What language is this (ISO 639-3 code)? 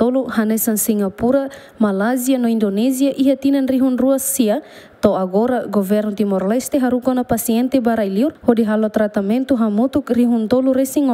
tet